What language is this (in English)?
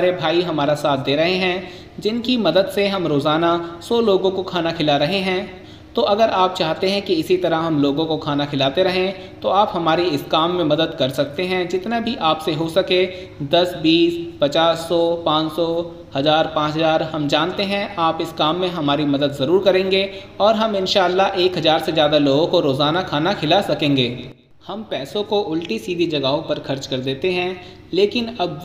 Hindi